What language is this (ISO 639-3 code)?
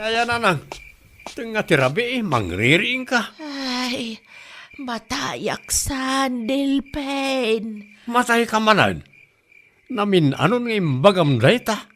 ilo